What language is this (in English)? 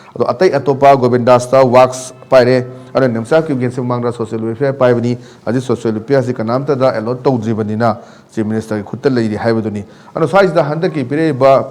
Manipuri